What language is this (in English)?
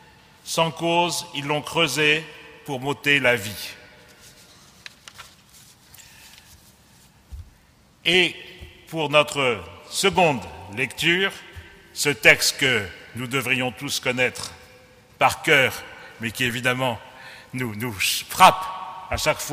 French